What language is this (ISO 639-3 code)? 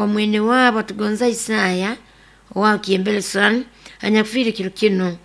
nyo